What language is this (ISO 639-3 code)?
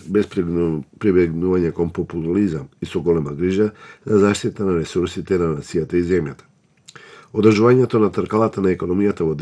mkd